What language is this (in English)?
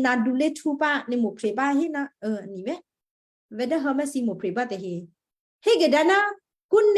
Western Kayah